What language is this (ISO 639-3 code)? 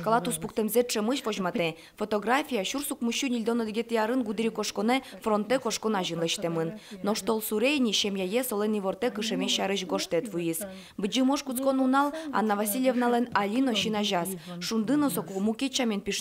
udm